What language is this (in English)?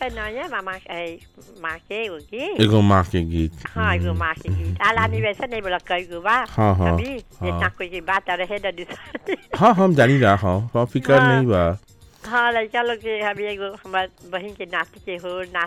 Bhojpuri